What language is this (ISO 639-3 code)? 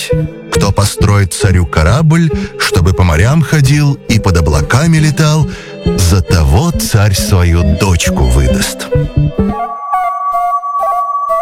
rus